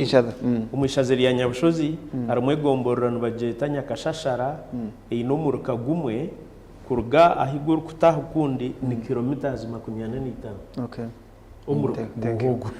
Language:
Nyankole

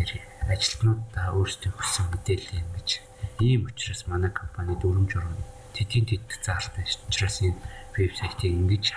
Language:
Mongolian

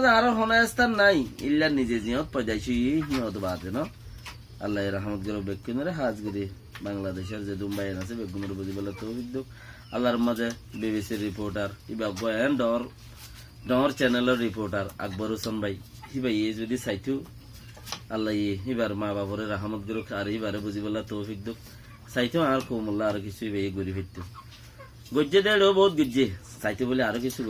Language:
Rohingya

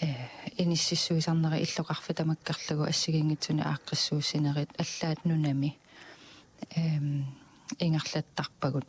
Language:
Kalaallisut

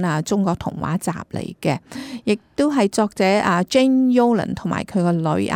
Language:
Cantonese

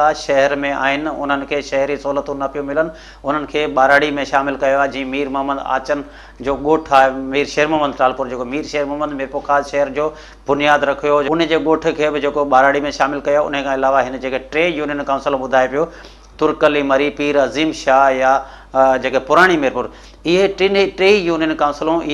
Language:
Sindhi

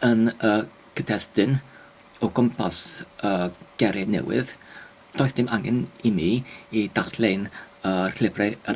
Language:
Welsh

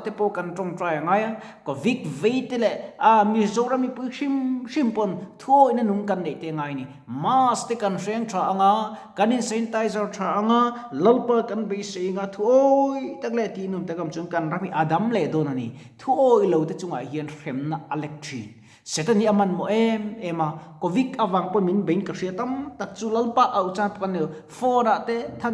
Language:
Mizo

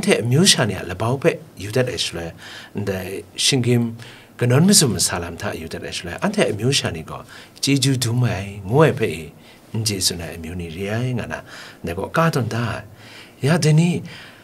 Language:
Kachin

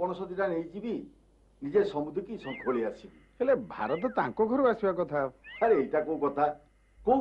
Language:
Odia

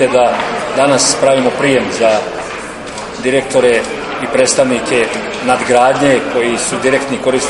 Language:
Serbian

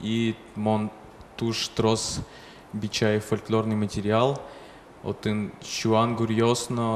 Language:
Udmurt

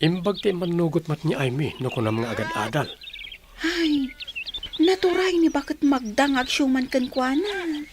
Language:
Iloko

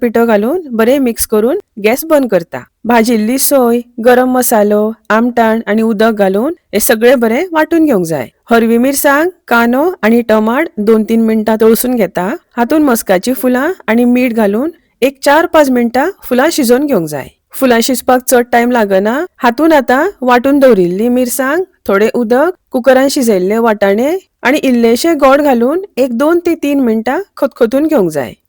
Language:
Konkani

